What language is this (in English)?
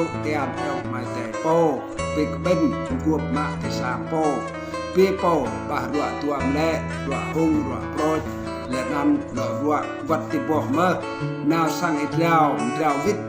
Rade